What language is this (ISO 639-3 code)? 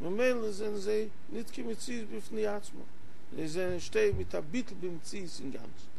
yid